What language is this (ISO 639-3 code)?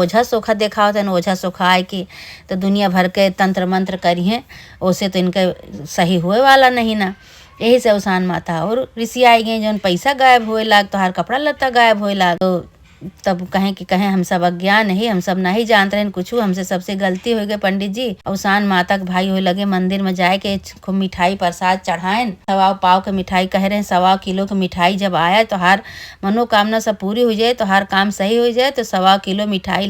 awa